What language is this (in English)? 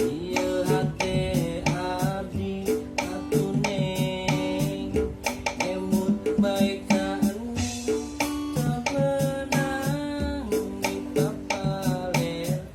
Sundanese